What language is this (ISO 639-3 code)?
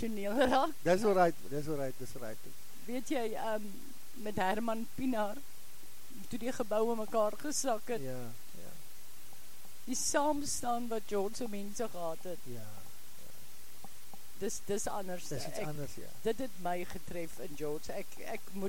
afr